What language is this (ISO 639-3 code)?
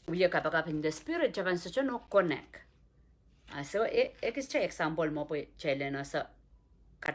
pon